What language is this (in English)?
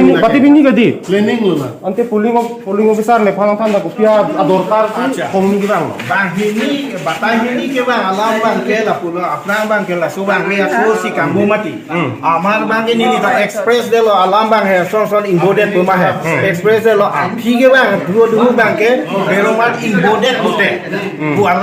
Karbi